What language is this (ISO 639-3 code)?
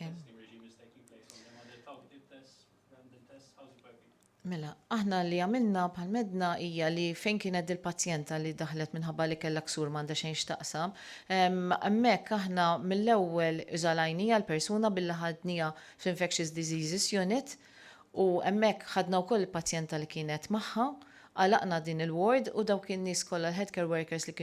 mlt